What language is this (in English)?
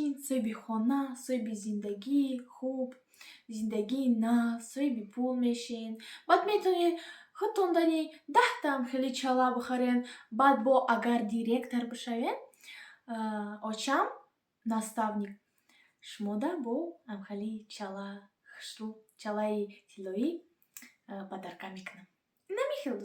Tajik